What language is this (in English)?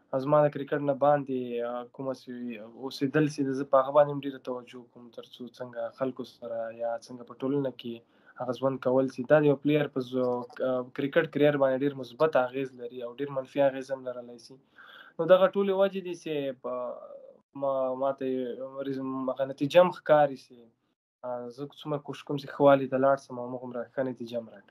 Pashto